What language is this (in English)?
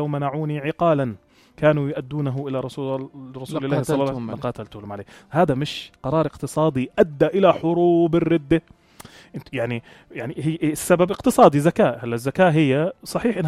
North Levantine Arabic